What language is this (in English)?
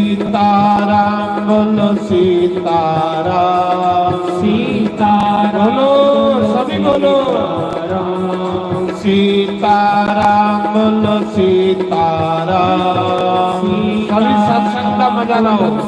Dogri